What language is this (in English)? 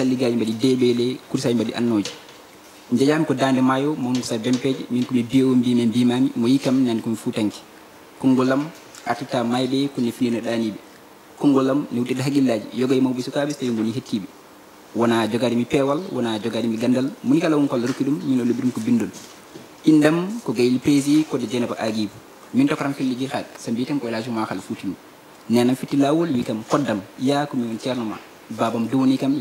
Fula